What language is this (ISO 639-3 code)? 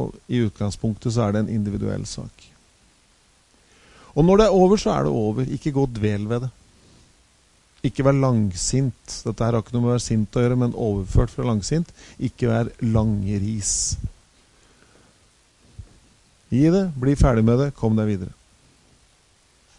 nor